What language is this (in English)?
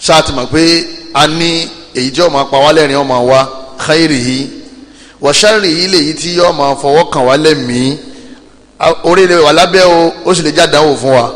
Yoruba